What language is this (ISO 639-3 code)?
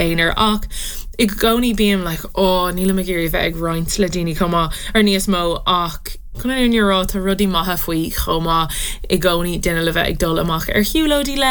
gle